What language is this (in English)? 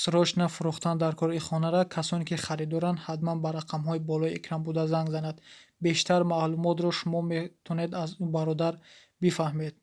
Tajik